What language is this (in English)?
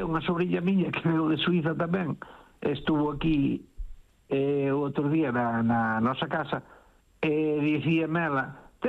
Galician